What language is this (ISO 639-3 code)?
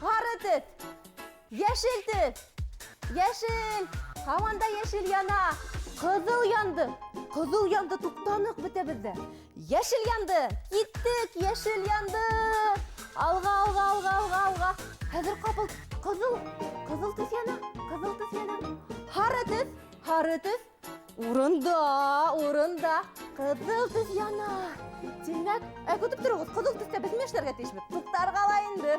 bak